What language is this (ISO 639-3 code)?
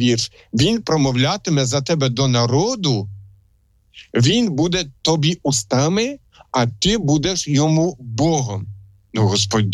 ukr